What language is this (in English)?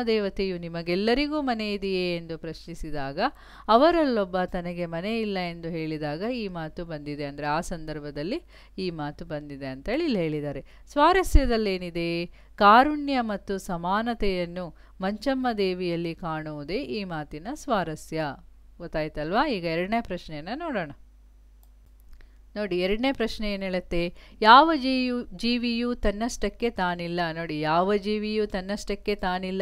Kannada